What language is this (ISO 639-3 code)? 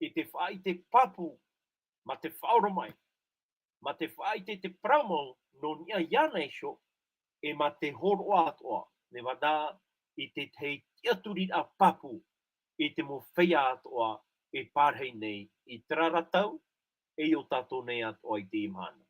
tah